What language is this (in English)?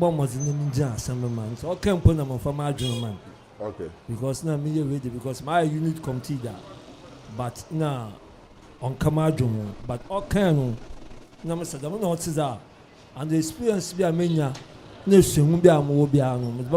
Akan